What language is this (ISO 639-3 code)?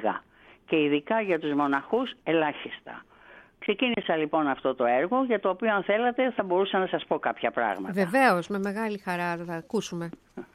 ell